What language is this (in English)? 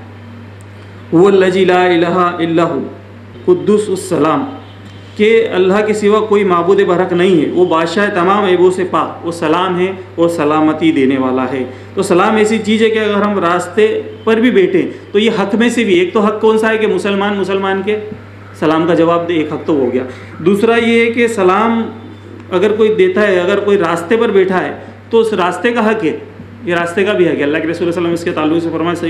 Urdu